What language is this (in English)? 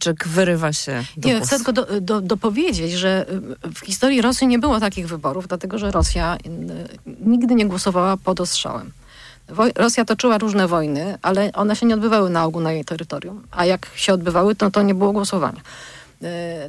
Polish